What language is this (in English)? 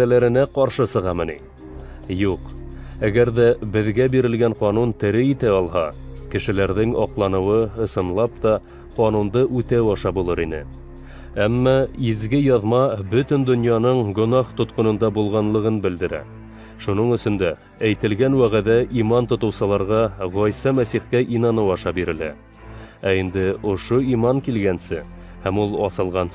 Bashkir